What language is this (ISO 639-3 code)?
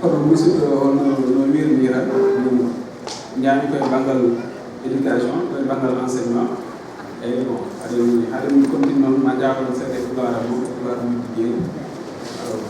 ful